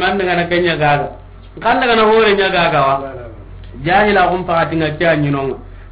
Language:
Soninke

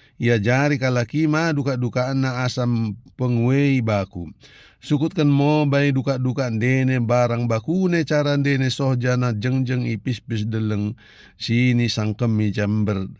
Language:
Batak Dairi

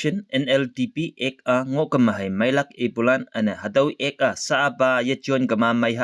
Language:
Konyak Naga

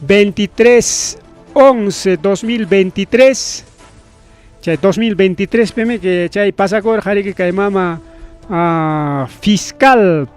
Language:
Ayacucho Quechua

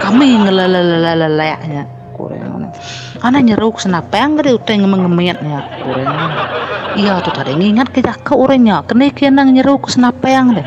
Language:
Iban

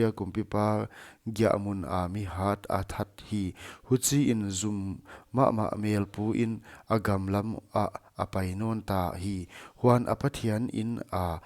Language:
Paite Chin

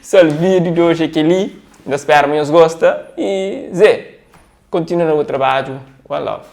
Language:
Kabuverdianu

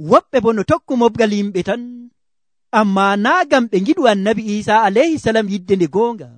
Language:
Nigerian Fulfulde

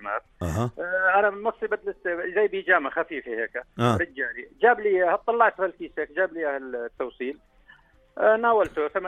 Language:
North Levantine Arabic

